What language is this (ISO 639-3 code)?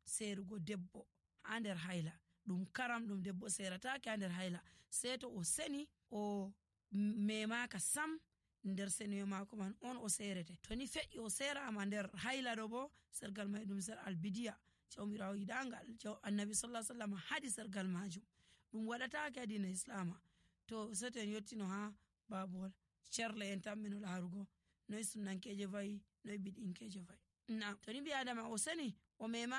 fuv